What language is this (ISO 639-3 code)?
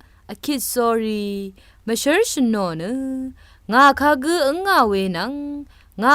raw